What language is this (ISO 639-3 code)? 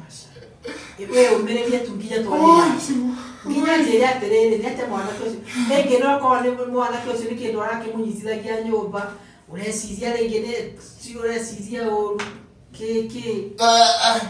kik